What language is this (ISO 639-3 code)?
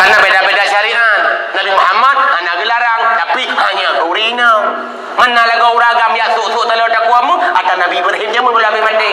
ace